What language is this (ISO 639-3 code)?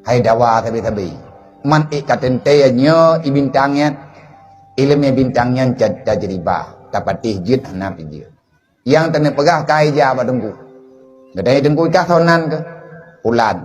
ace